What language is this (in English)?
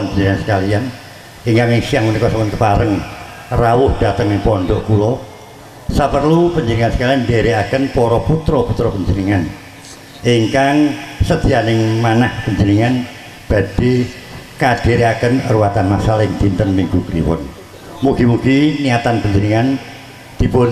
Javanese